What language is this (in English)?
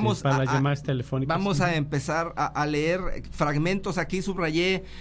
Spanish